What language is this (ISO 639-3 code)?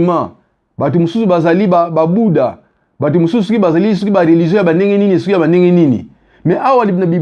lin